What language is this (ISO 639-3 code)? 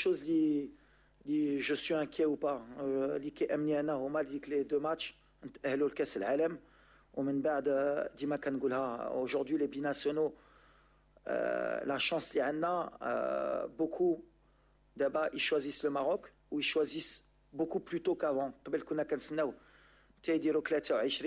ary